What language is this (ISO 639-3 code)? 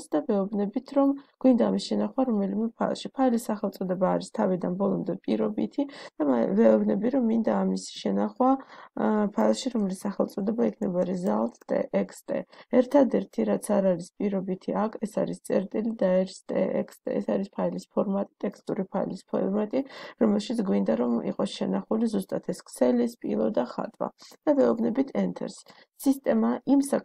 kat